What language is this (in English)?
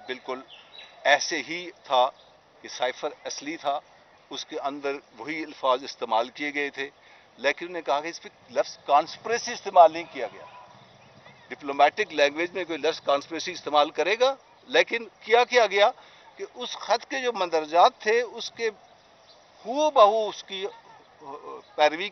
Urdu